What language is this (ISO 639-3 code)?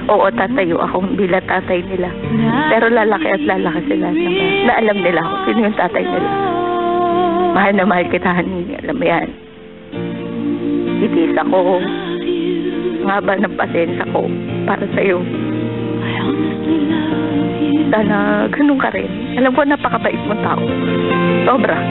fil